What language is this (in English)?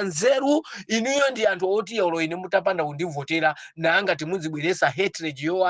Nyanja